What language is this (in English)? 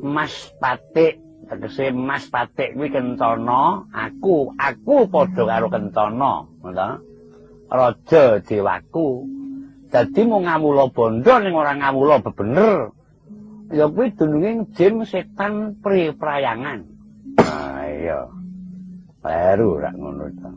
Javanese